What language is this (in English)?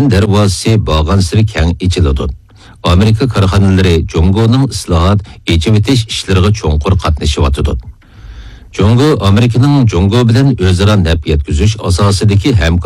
Uyghur